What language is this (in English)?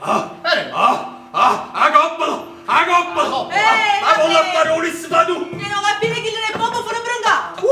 Neapolitan